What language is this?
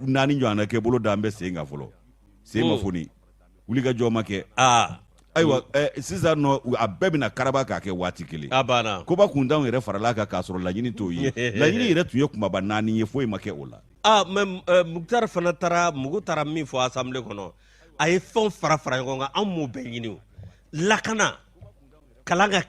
Bambara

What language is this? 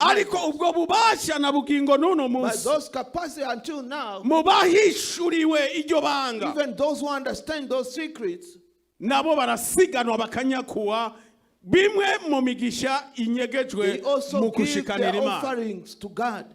Rundi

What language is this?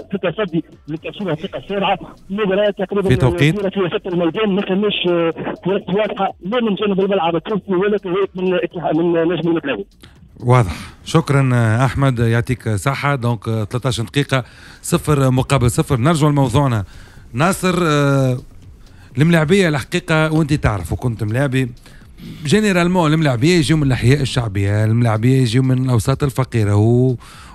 Tunisian Arabic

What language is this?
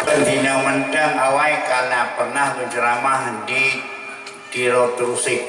Achinese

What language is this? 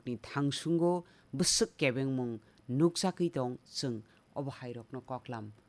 Kok Borok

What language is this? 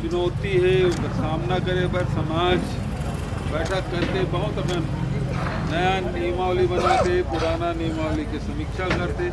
Chhattisgarhi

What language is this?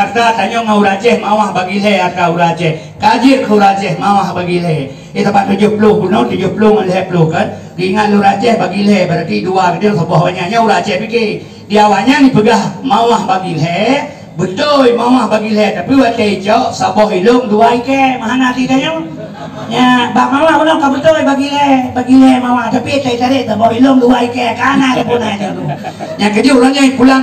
Achinese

